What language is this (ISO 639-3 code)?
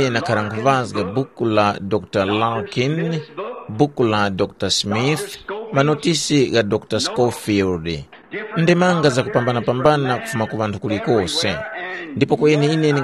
tum